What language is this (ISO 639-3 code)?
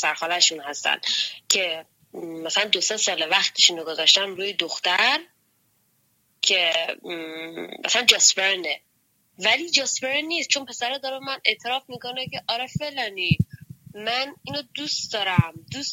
fas